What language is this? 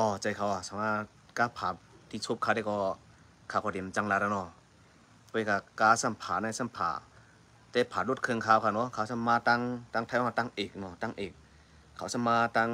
Shan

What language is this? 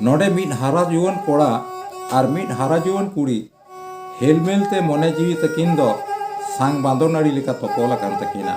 Santali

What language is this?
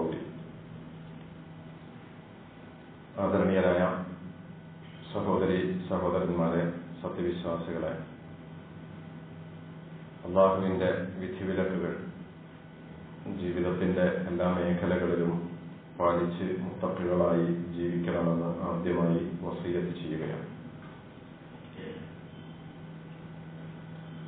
Malayalam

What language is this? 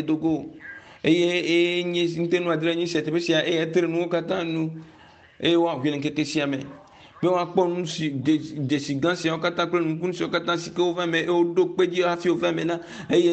Ewe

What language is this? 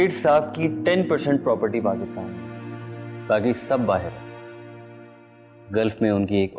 Hindi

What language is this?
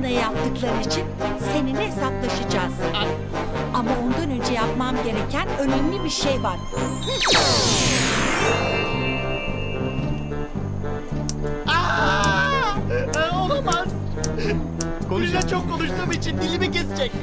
Turkish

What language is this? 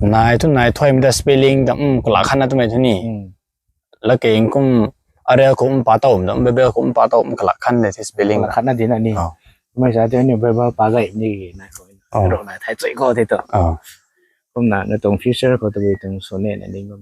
Rongmei Naga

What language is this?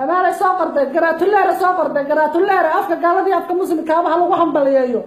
Somali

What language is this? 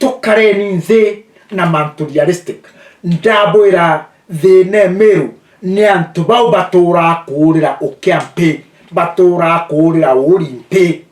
Meru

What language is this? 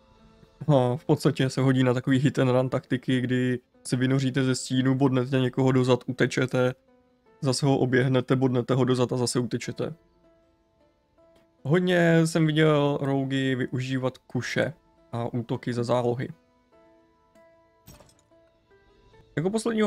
Czech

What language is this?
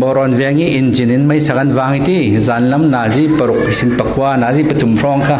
Hakha Chin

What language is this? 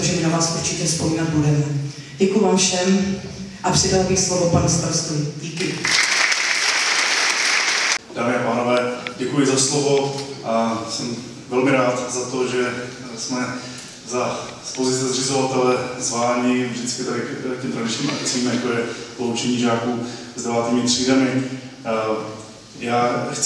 Czech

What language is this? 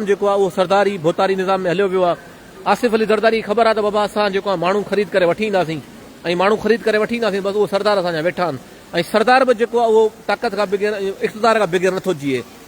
Sindhi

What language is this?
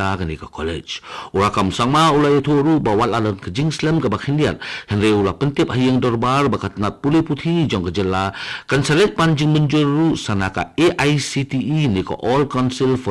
Khasi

